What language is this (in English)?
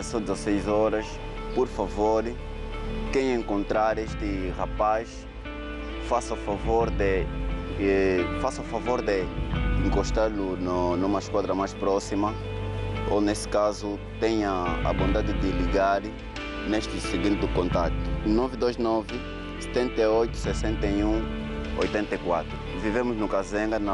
Portuguese